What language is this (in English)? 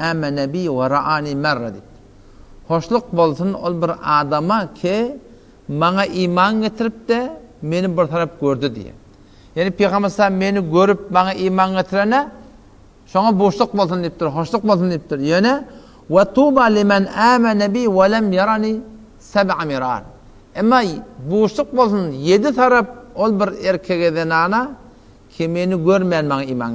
Turkmen